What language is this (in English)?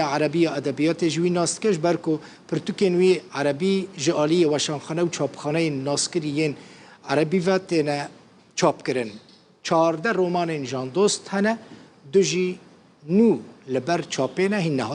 Kurdish